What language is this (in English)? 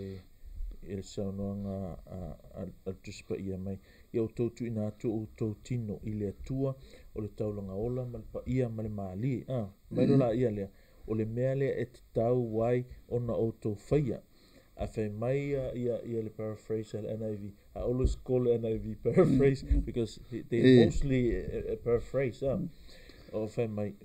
Samoan